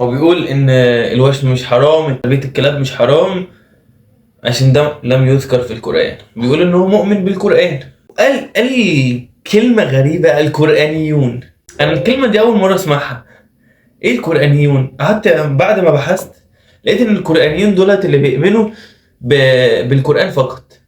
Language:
Egyptian Arabic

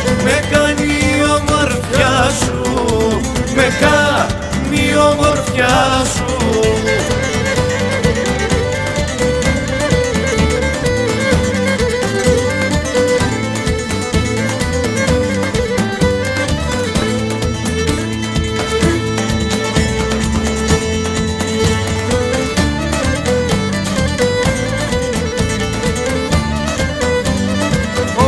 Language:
Greek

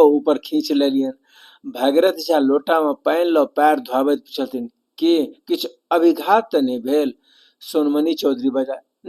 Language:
Maithili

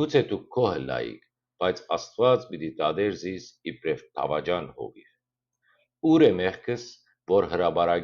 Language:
Western Armenian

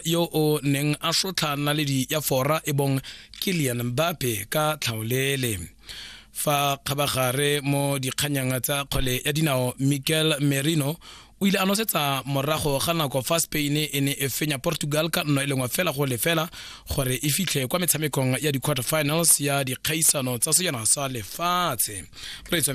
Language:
Tswana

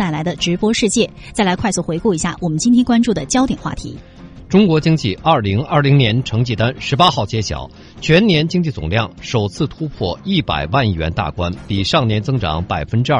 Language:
Chinese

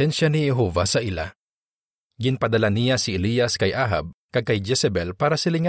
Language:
Hiligaynon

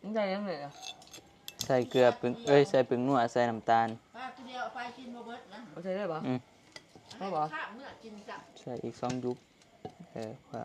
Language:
Northeastern Thai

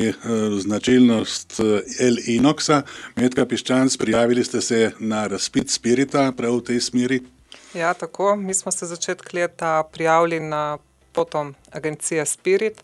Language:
Slovenian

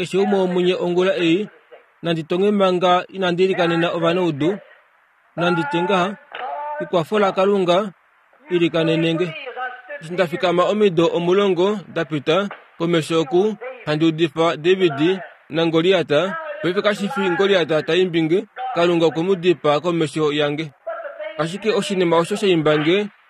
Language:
Kuanyama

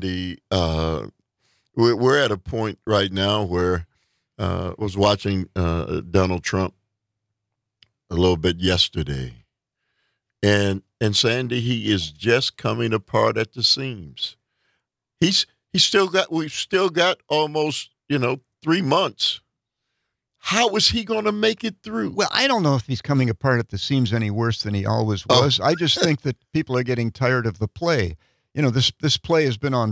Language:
English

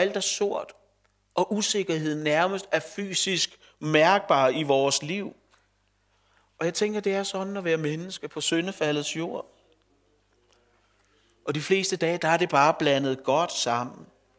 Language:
Danish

